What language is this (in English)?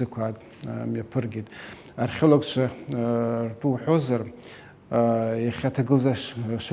Abkhazian